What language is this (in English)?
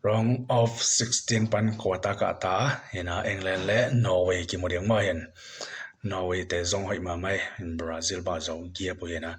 Tedim Chin